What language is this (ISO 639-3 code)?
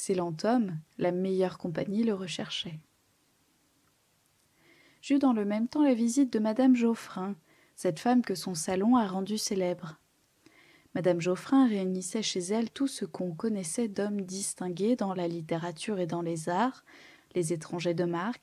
fra